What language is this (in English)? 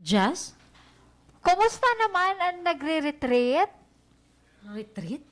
Waray